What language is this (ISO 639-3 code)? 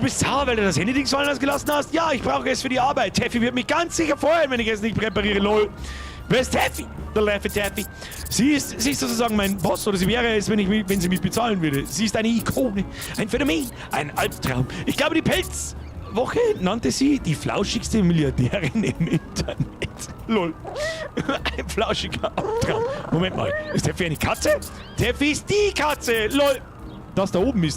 bar